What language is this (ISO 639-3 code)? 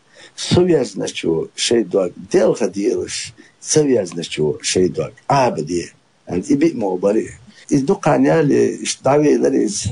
che